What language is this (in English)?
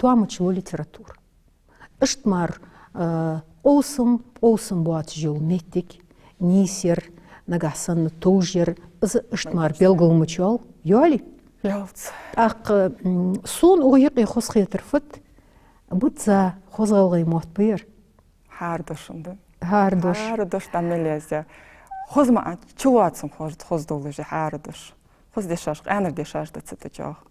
Ingush